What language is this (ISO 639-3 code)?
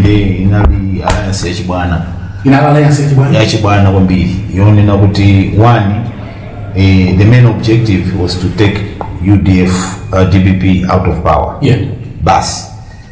nya